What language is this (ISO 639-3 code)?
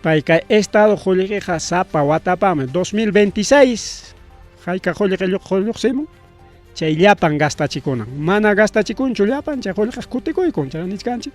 quy